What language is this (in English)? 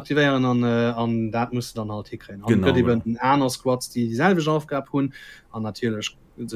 Luxembourgish